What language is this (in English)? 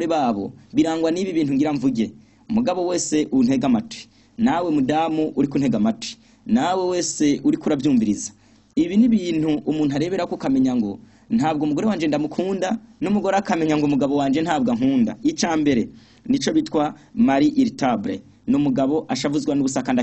Rundi